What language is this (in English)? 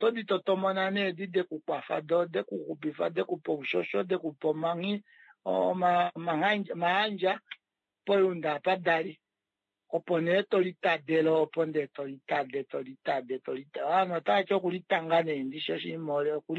Kuanyama